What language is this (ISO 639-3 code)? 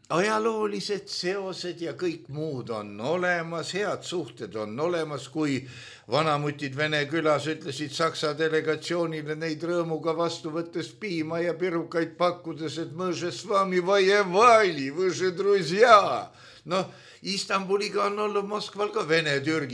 est